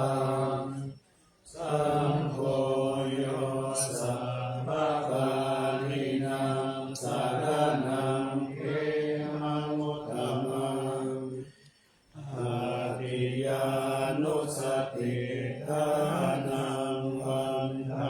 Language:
Pali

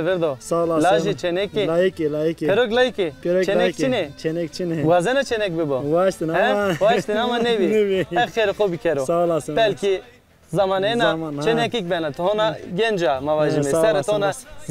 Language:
Zaza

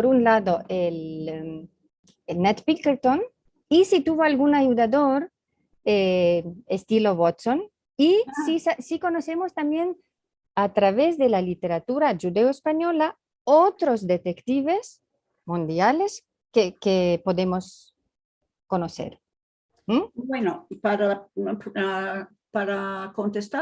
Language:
Ladino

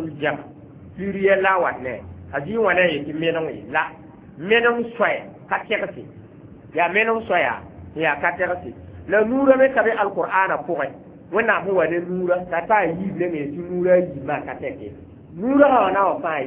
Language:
Mossi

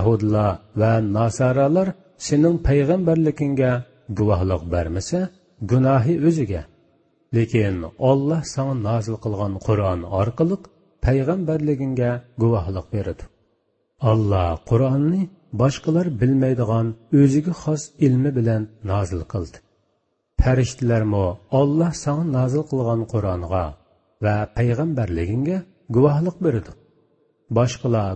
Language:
Uyghur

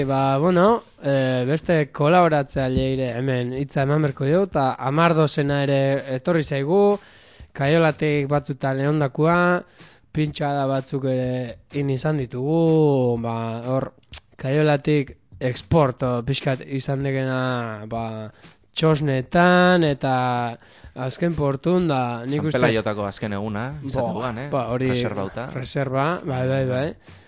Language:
Basque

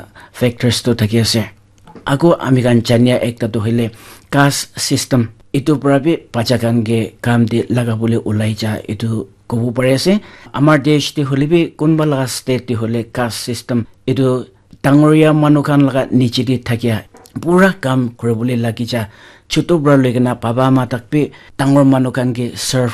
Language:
Naga Pidgin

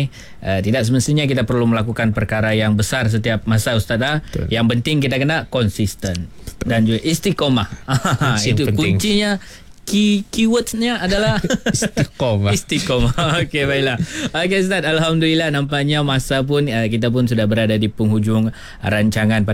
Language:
Malay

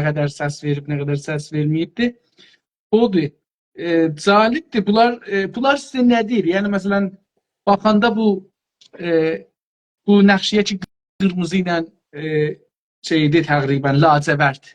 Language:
South Azerbaijani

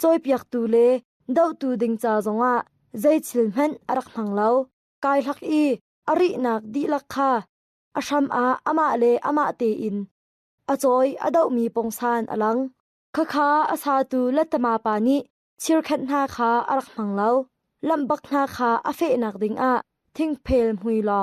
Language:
Hakha Chin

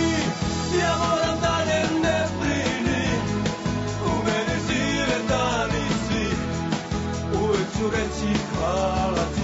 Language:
Serbian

